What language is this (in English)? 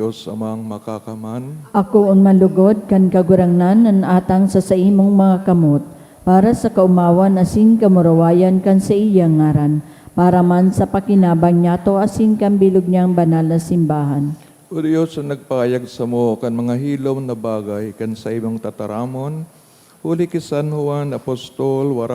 Bikol